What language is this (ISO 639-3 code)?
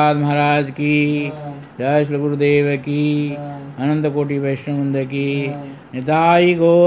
ori